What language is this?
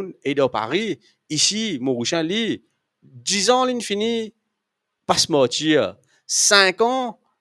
Morisyen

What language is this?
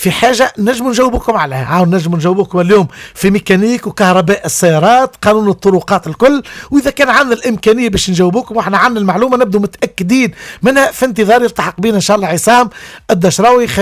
Tunisian Arabic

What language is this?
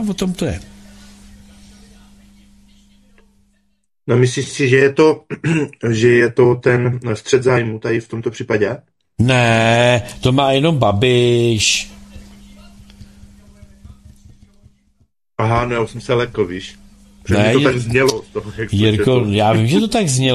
Czech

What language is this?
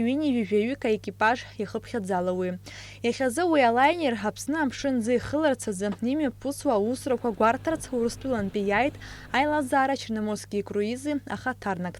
Abkhazian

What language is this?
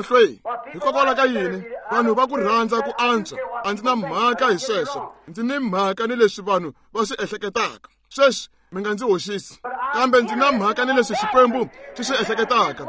Tsonga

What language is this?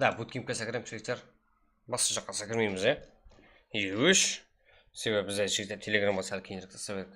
Kara-Kalpak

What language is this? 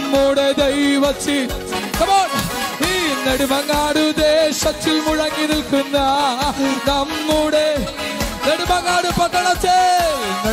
Malayalam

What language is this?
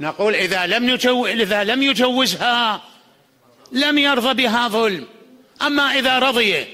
Mesopotamian Arabic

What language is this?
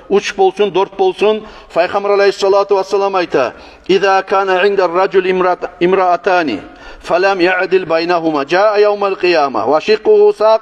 Kumyk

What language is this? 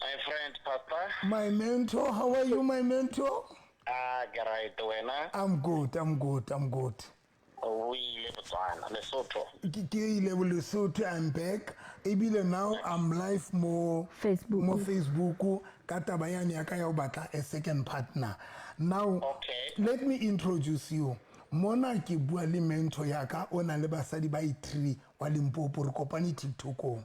Southern Sotho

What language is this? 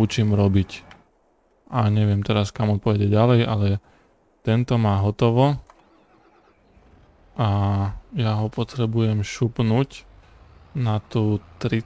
Slovak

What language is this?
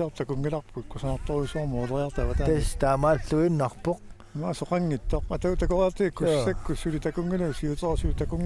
Kalaallisut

